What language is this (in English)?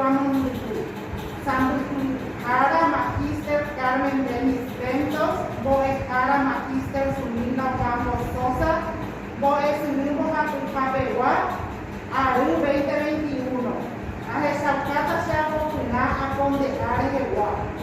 Guarani